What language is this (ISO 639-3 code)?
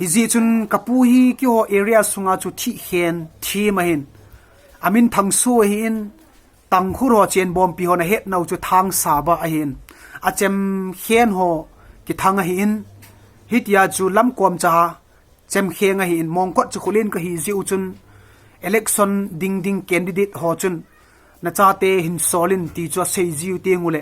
tcz